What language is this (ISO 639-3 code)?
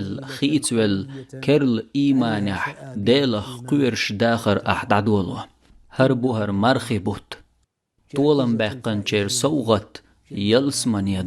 che